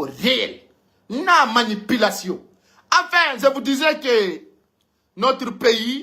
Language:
Pular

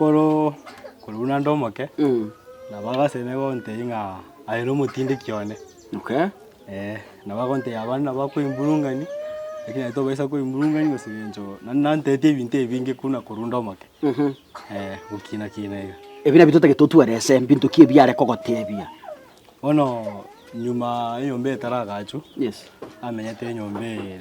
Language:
Gusii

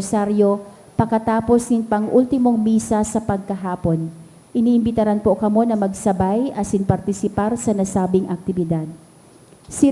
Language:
Bikol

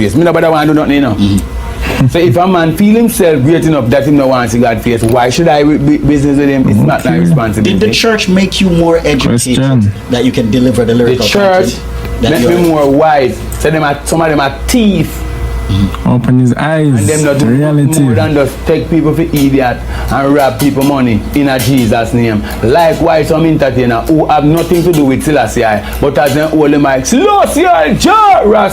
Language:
Jamaican Creole English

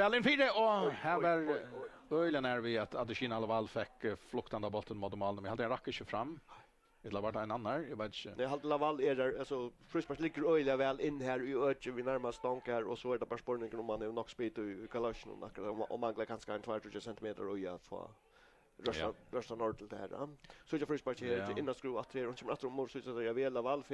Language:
Faroese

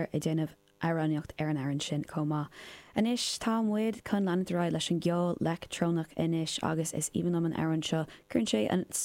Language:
Irish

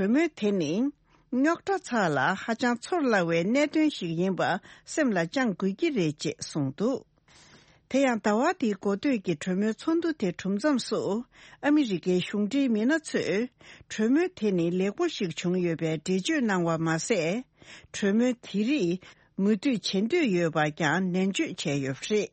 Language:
Tibetan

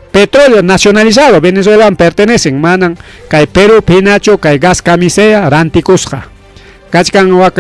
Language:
Ayacucho Quechua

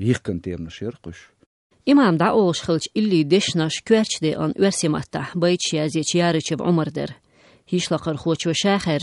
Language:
Chechen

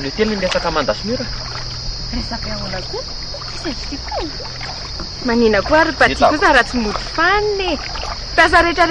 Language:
Malagasy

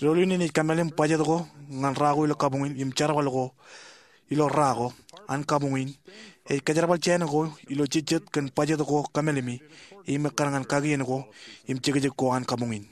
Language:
Marshallese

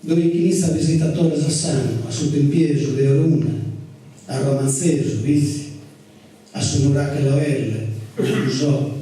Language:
Sardinian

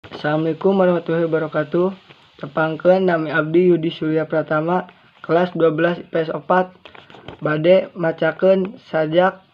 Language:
Sundanese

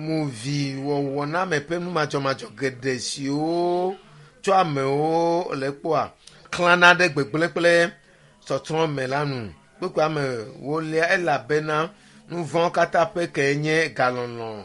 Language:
Ewe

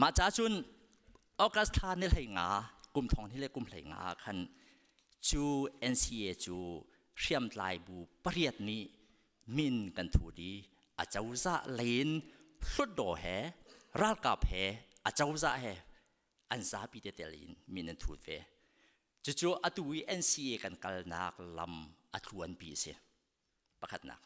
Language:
Hakha Chin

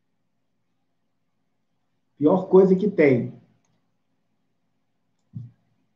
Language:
Portuguese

